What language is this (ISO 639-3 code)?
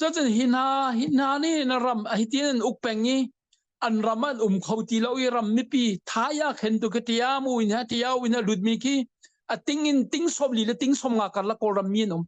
cnh